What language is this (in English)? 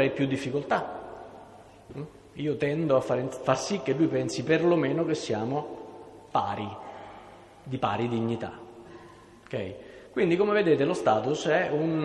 Italian